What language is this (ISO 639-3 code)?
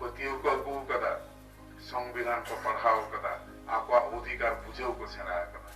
sat